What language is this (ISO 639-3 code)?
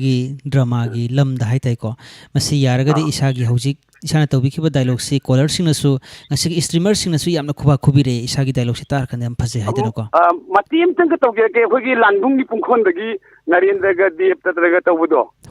mni